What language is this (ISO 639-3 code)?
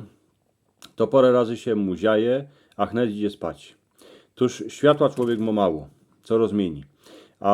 szl